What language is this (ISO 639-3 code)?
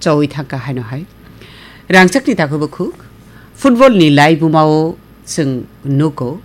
trp